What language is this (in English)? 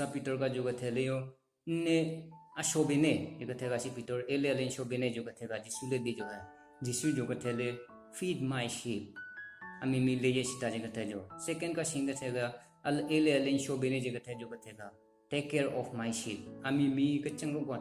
Southern Rengma Naga